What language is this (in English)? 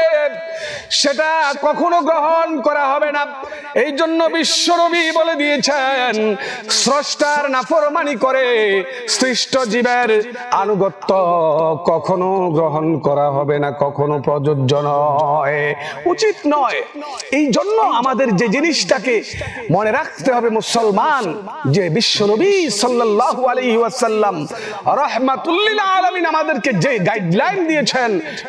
Bangla